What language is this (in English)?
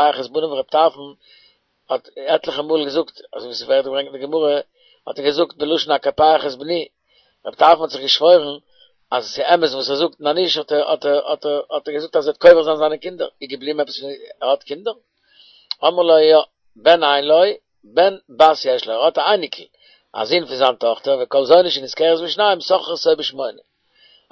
Yiddish